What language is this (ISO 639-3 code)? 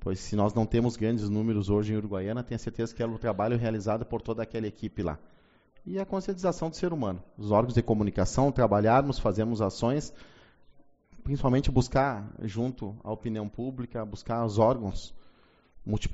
por